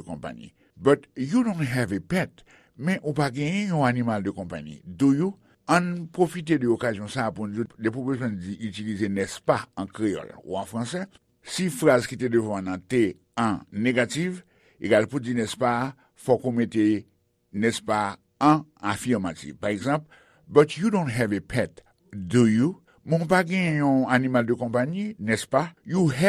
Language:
Haitian Creole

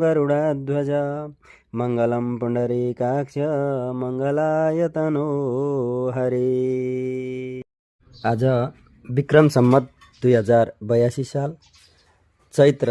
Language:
Nepali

